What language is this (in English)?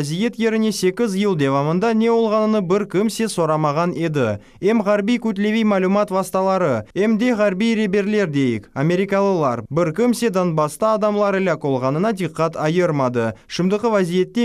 Crimean Tatar